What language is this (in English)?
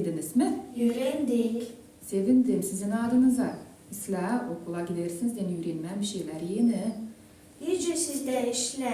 Gagauz